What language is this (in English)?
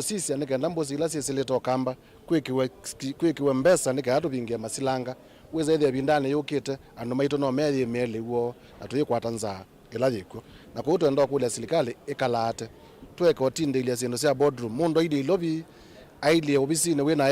Kamba